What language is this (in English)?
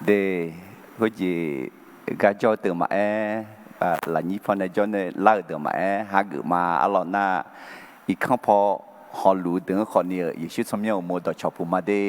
Akha